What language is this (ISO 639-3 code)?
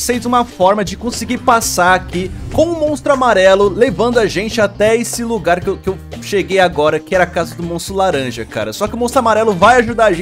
por